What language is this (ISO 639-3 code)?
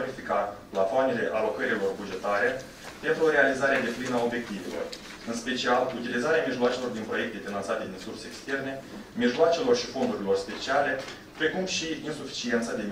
ron